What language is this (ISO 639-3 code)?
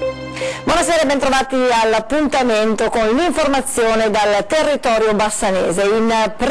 ita